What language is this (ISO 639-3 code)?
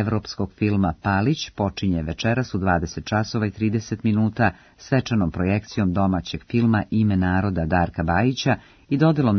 srp